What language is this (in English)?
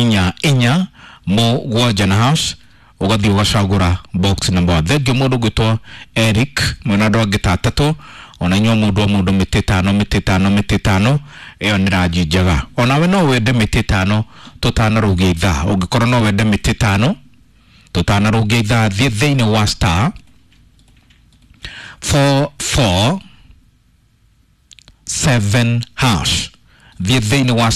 Kikuyu